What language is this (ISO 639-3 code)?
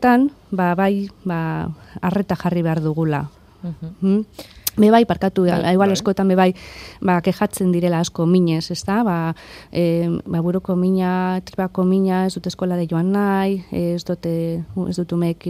eus